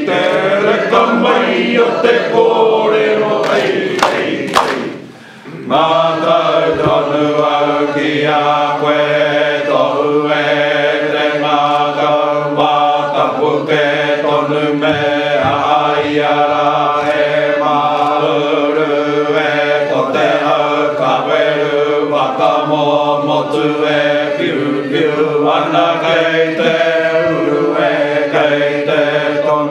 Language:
Māori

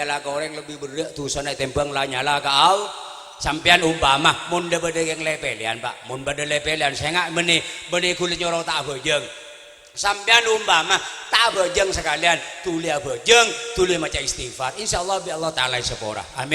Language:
Madurese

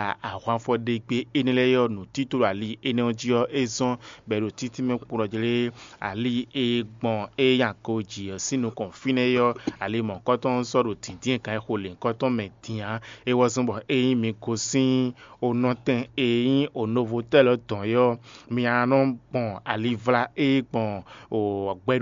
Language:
Fon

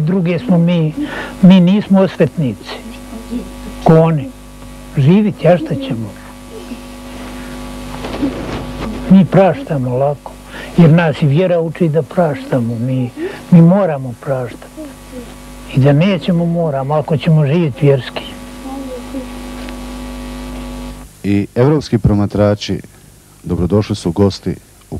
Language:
Bosnian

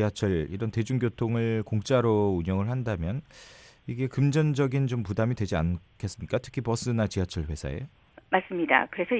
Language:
Korean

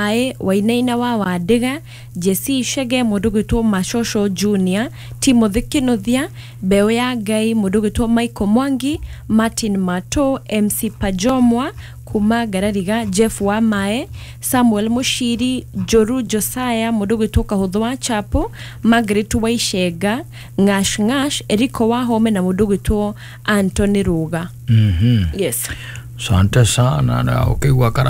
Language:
Kikuyu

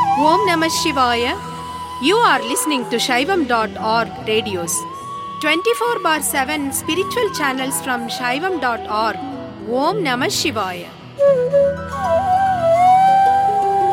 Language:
Tamil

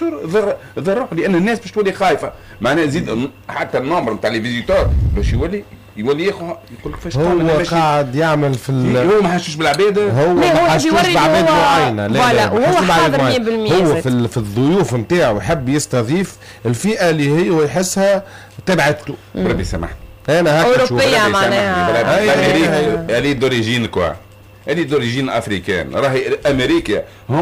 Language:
Tunisian Arabic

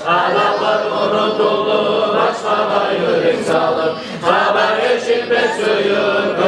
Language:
Kumyk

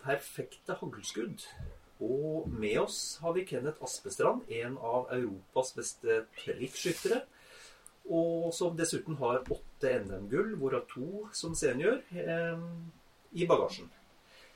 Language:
Norwegian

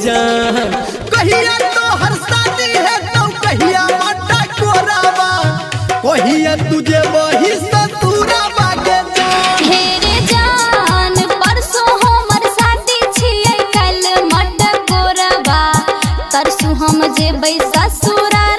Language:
Maithili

